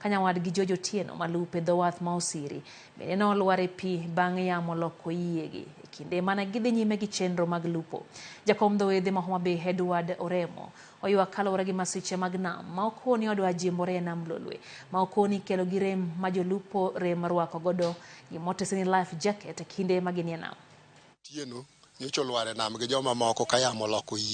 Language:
Luo (Kenya and Tanzania)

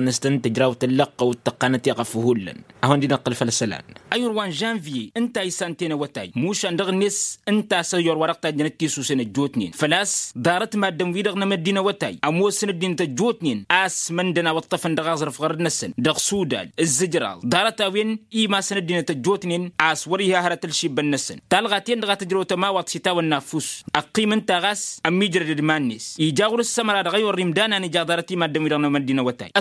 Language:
Tamasheq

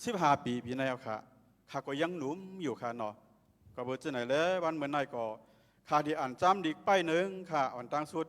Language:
Shan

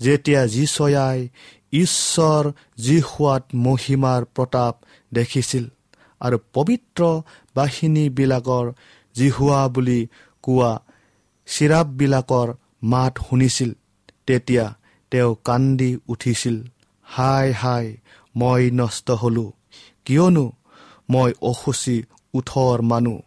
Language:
Assamese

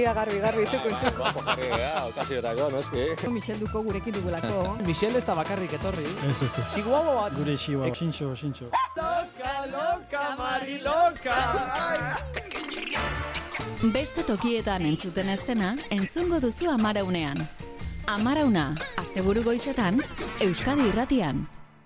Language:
Basque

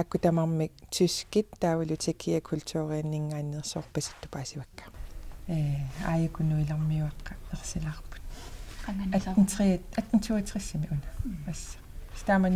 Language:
Kalaallisut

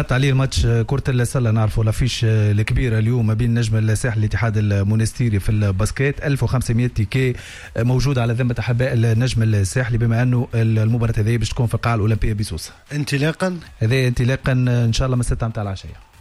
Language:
Tunisian Arabic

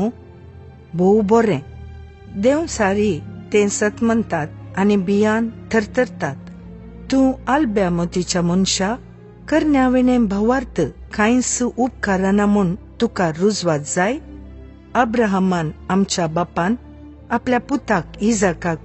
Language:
Konkani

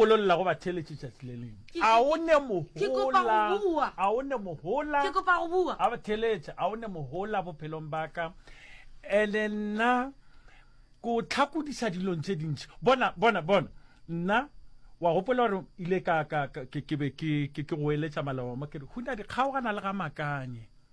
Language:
Northern Sotho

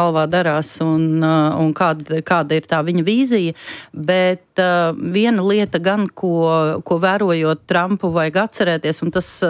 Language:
Latvian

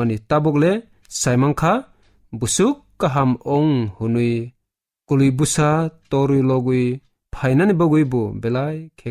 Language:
Kok Borok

